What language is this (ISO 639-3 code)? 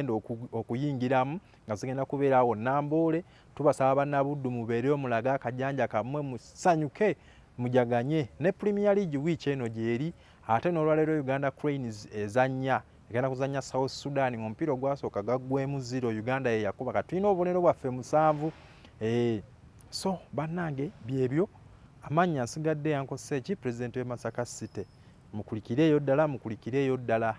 lug